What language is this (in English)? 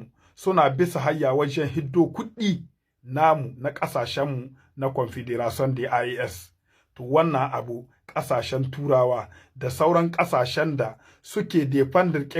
Hausa